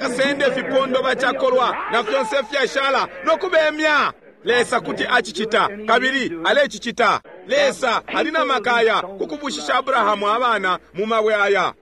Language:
Bemba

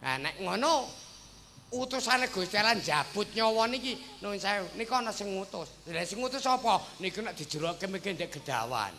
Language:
Javanese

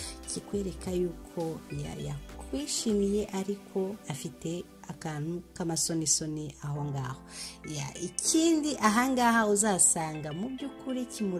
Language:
Kinyarwanda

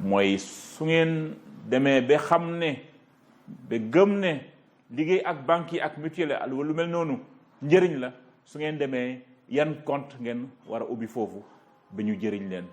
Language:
Wolof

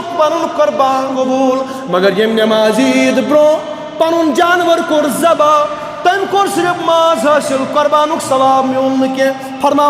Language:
Kashmiri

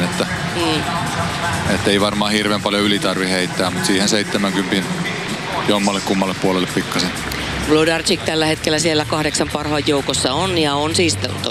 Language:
Finnish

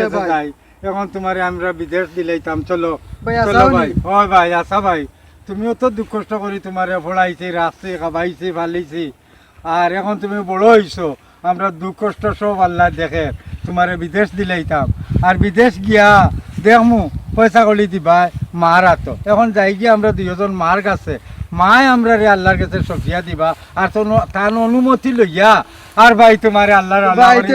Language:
Sylheti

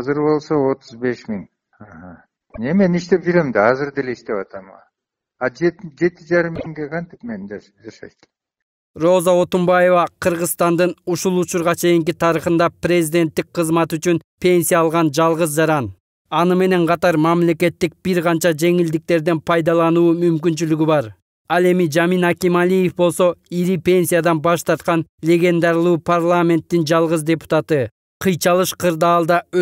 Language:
Kyrgyz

